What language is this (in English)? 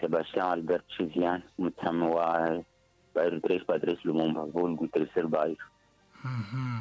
Tsonga